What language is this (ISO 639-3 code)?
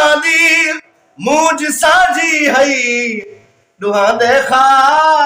skr